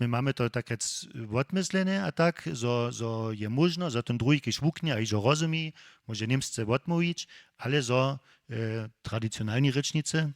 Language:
Upper Sorbian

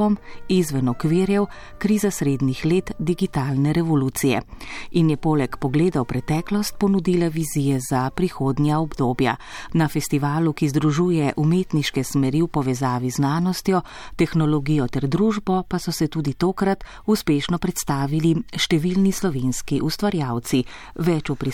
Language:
Slovenian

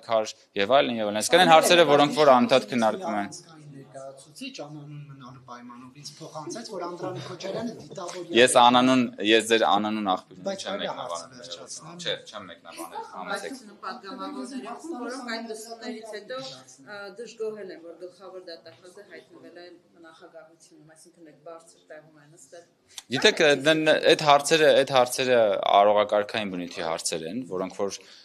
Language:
Armenian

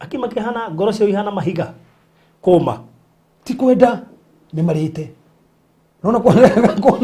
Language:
Kikuyu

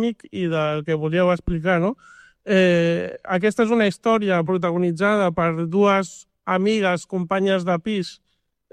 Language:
Catalan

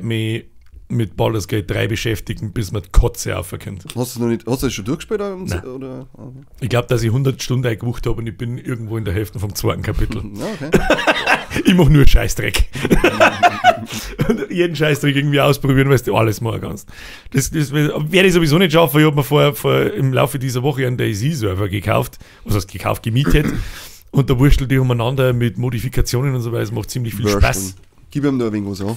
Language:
Bavarian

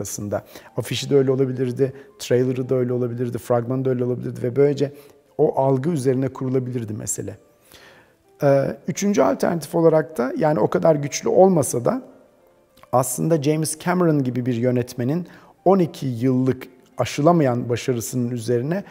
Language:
Turkish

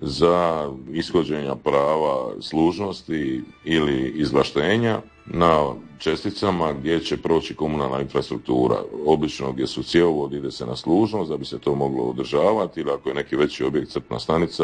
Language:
Croatian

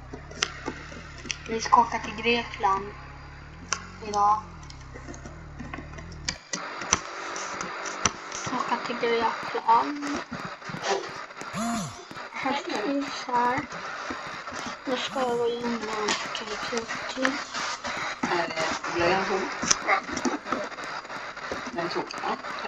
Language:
Swedish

